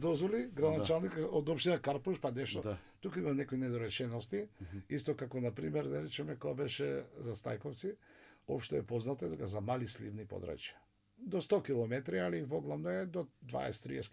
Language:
Macedonian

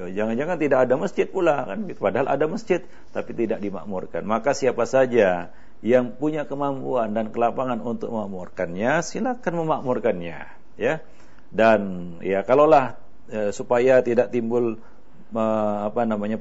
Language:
Indonesian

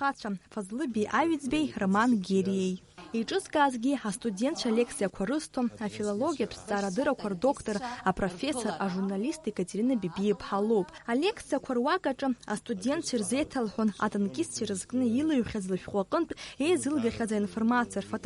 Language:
Abkhazian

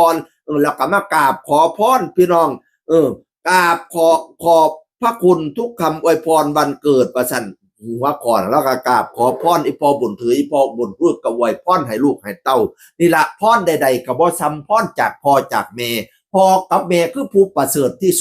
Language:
Northeastern Thai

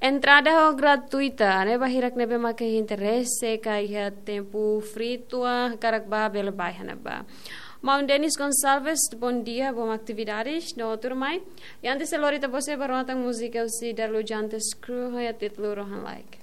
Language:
Tetum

